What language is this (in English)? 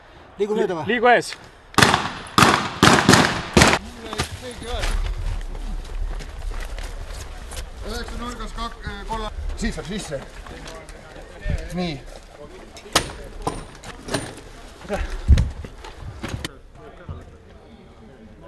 Estonian